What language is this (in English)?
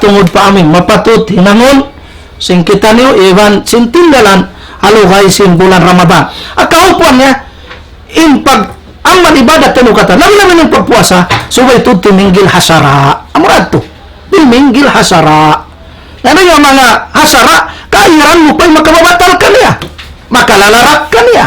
Tausug